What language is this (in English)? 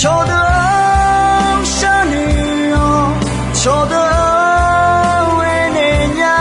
Akha